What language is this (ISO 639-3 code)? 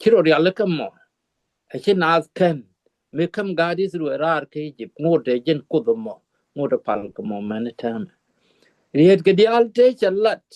nus